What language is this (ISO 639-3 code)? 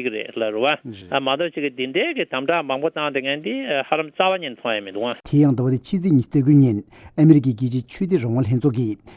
bod